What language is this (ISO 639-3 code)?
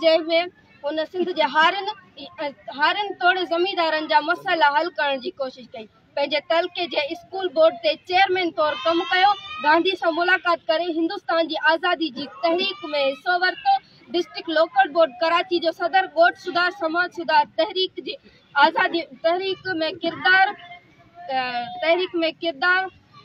snd